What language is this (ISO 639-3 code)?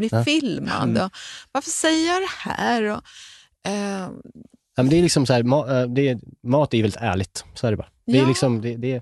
swe